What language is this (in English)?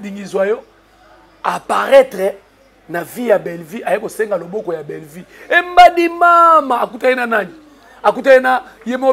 Lingala